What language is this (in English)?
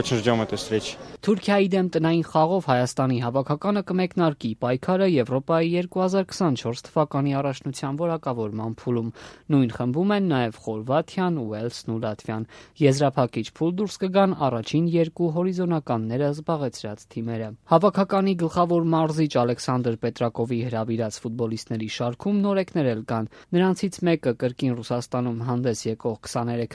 Armenian